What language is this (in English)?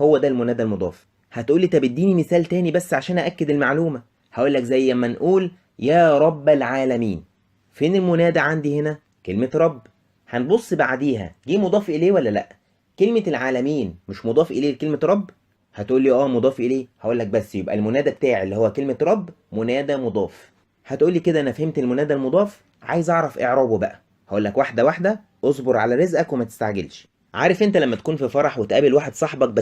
Egyptian Arabic